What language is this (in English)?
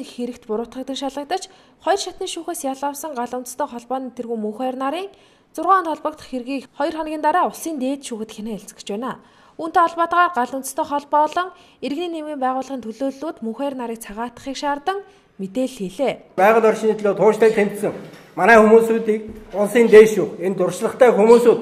Mongolian